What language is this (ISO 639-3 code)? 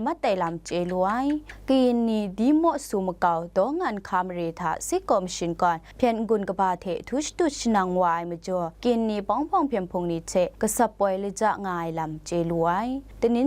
kac